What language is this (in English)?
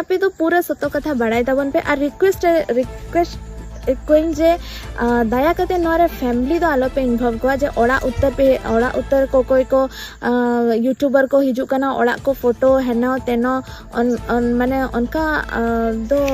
Santali